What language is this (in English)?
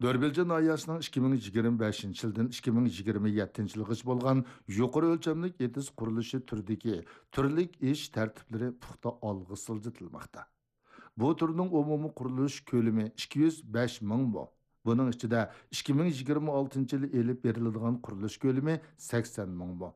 Uyghur